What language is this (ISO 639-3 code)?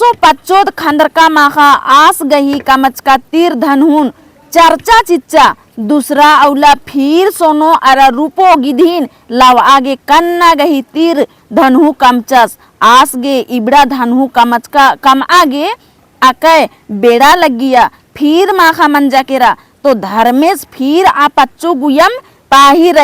kru